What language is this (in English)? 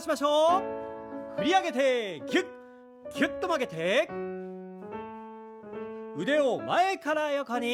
Japanese